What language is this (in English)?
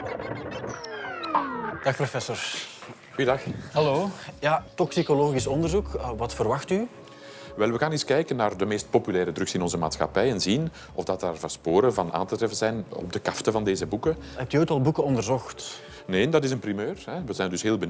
Dutch